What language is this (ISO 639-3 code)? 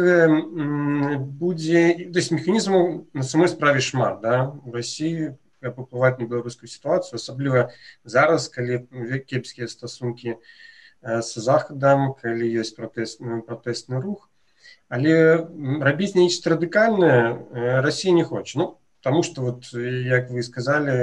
bel